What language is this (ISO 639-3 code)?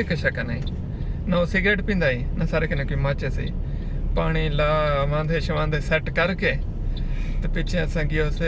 skr